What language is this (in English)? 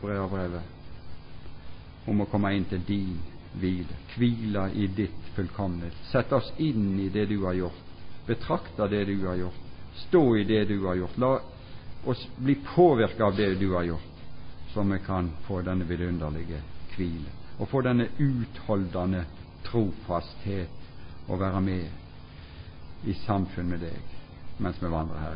Norwegian